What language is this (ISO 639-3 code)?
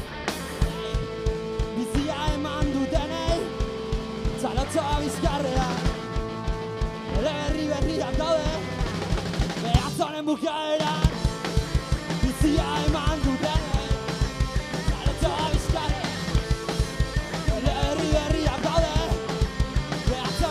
eus